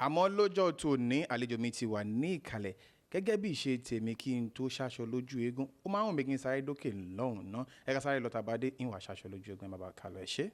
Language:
Yoruba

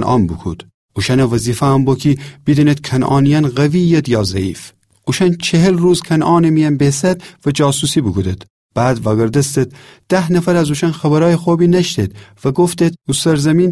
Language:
Gilaki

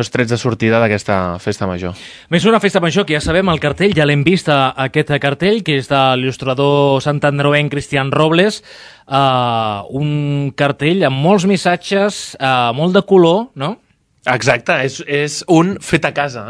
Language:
Catalan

